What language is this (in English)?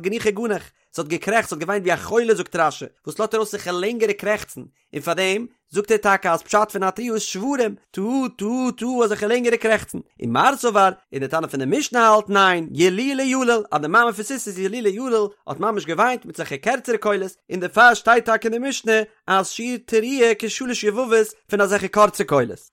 Yiddish